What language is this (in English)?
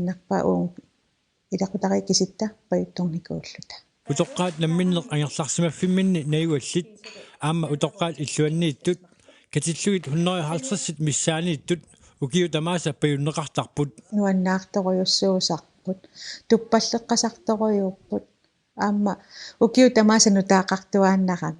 Kalaallisut